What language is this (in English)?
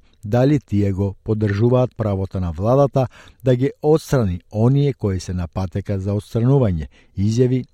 Macedonian